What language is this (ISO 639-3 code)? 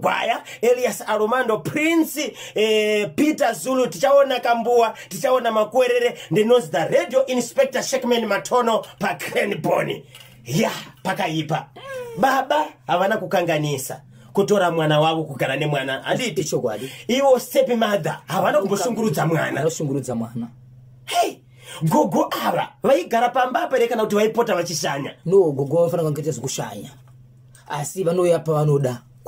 sna